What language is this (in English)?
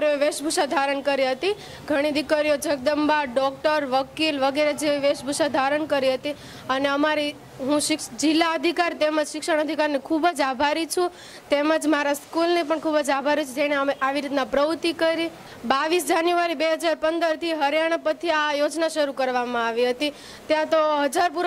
Gujarati